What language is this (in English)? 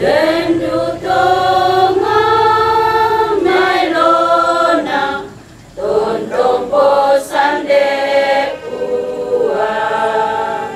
Toraja-Sa'dan